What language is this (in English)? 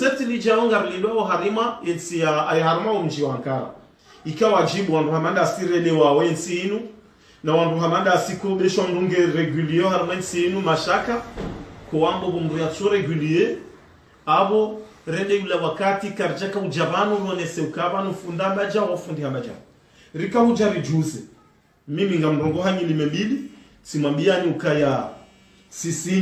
Ngazidja Comorian